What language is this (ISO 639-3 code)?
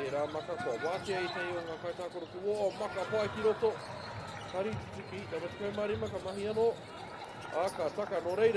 mri